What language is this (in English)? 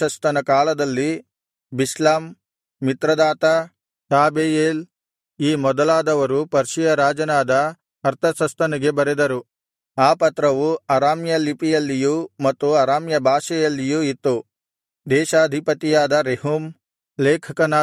Kannada